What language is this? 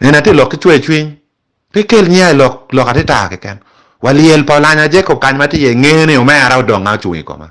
Acoli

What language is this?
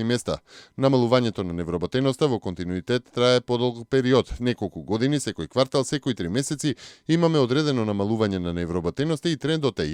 Macedonian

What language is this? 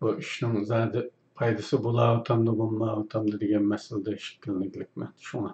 Uyghur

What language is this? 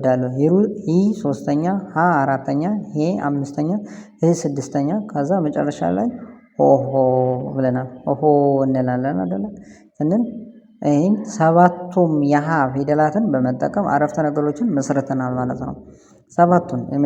Amharic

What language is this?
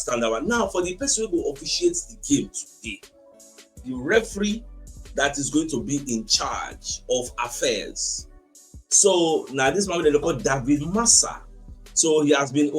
Nigerian Pidgin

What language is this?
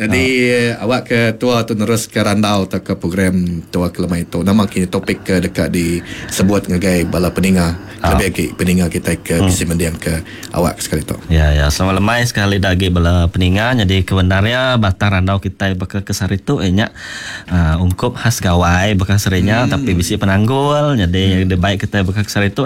Iban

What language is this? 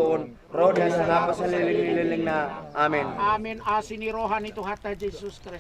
Batak Toba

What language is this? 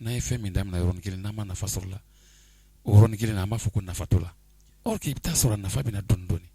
Bambara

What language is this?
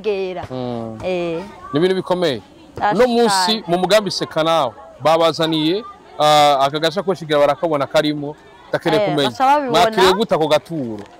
Rundi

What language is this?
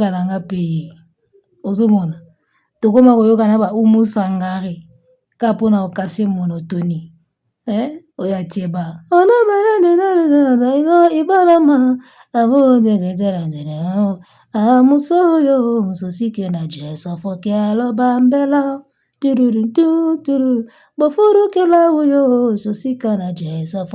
Lingala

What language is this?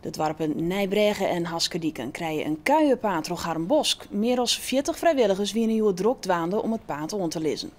Western Frisian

